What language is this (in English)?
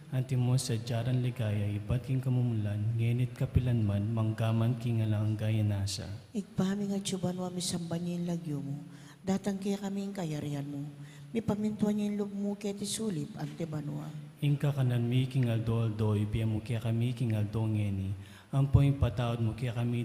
Pampanga